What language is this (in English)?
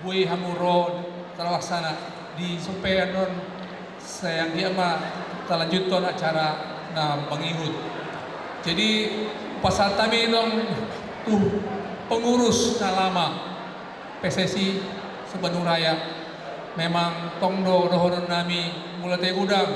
Batak Toba